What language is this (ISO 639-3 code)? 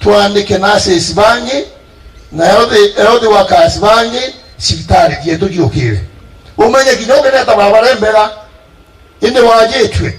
mer